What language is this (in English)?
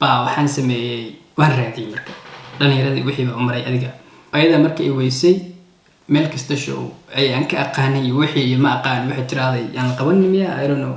Somali